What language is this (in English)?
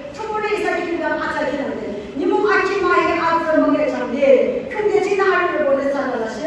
Yimchungru Naga